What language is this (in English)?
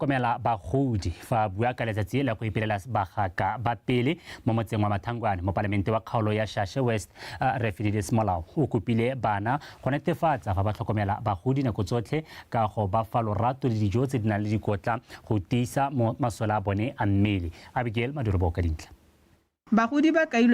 Tswana